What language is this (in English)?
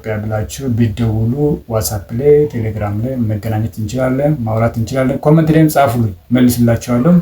Amharic